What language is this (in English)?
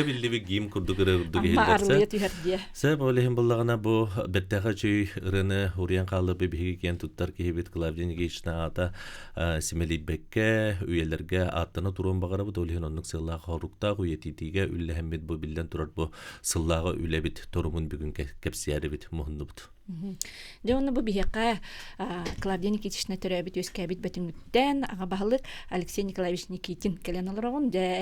Yakut